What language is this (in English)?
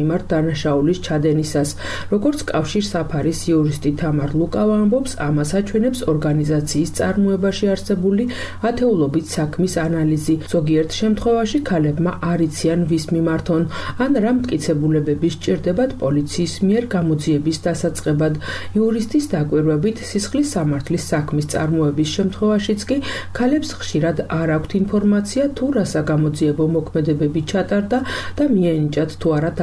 Georgian